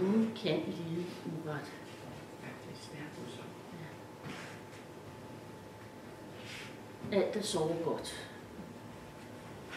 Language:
Danish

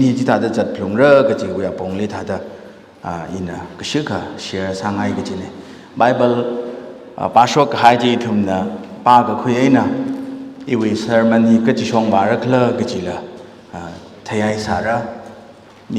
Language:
Tangkhul Naga (India)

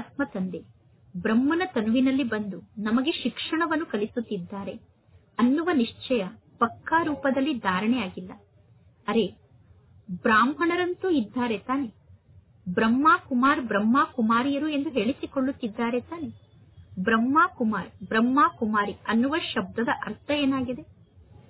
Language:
Kannada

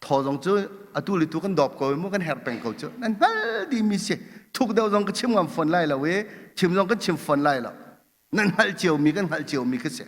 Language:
Hakha Chin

